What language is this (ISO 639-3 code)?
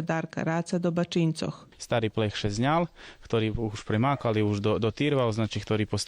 rue